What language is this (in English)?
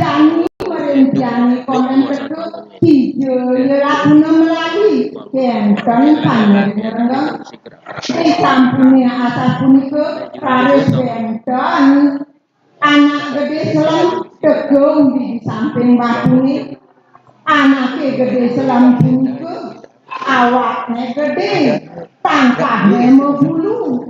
Balinese